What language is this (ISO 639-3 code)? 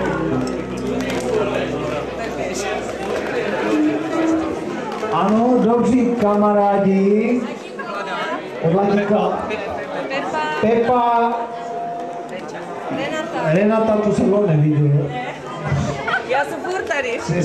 ces